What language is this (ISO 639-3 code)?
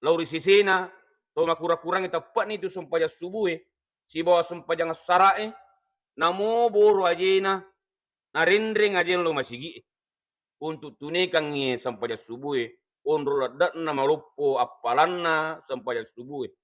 bug